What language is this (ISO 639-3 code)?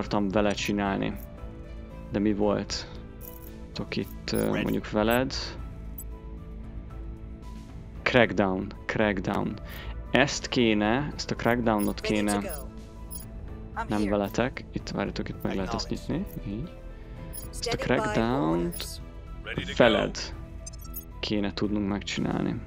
hun